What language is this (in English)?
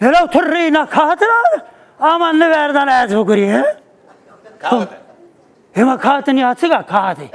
Zaza